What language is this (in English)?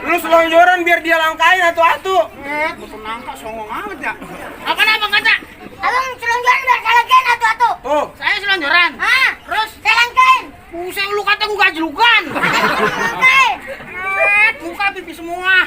Betawi